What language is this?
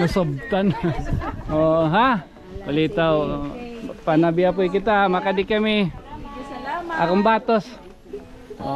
Waray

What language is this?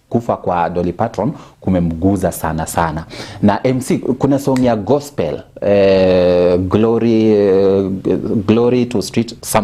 Kikuyu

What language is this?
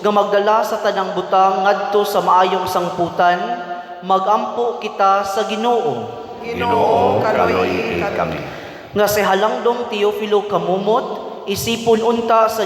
Cebuano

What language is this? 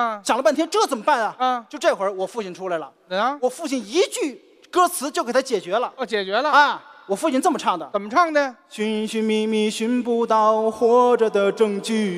Chinese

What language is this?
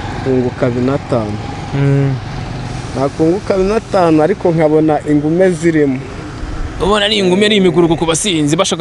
Kinyarwanda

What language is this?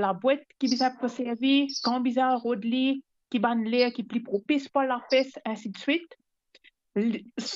Morisyen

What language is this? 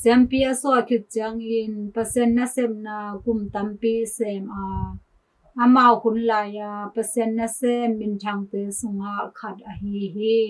Tedim Chin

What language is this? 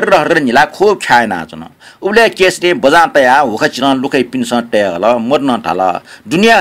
Newari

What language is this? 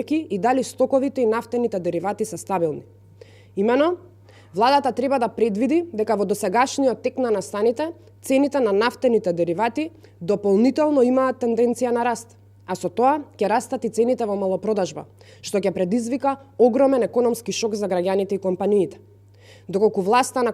Macedonian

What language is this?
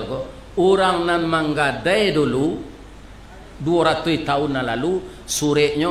Minangkabau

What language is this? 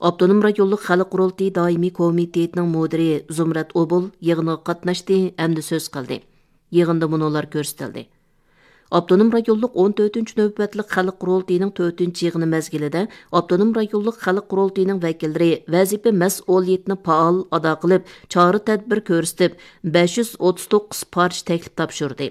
Uyghur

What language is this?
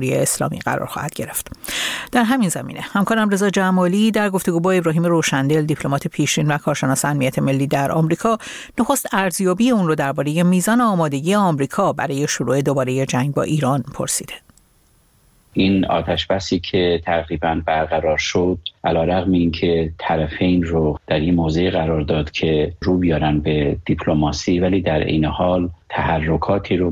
Persian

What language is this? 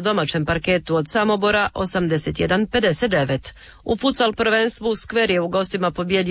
Croatian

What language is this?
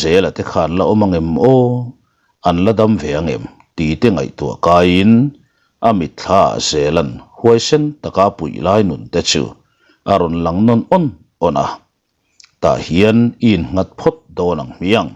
Mizo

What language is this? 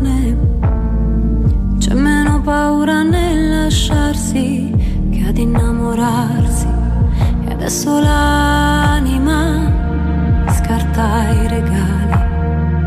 Italian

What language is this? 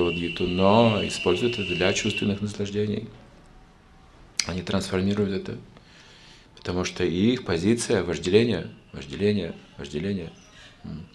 Russian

